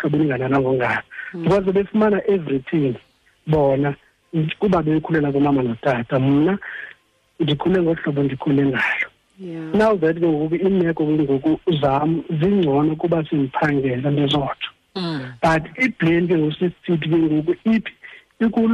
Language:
Xhosa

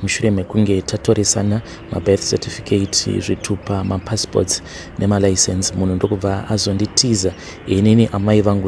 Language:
Shona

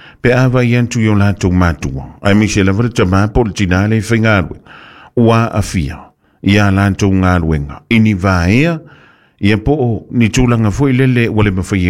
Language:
Samoan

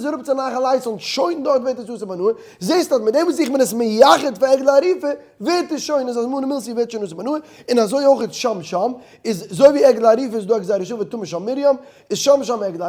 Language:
Yiddish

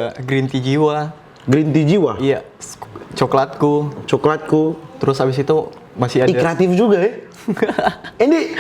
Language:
Manado Malay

